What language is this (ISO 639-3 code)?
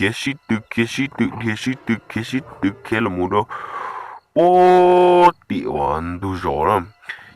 hmn